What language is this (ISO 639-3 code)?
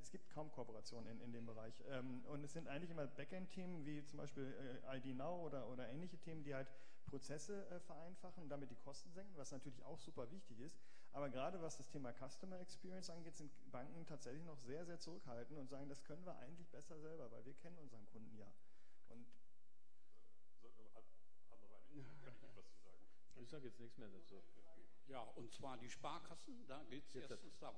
deu